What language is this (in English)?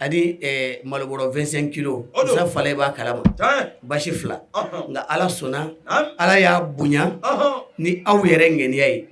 Bambara